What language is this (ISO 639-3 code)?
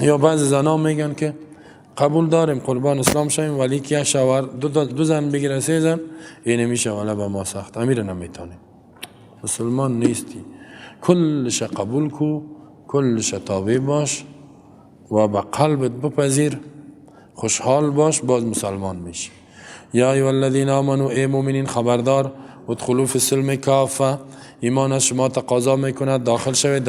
fas